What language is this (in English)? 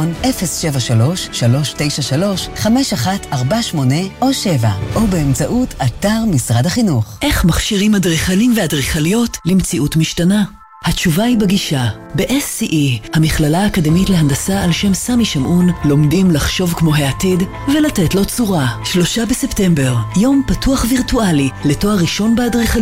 Hebrew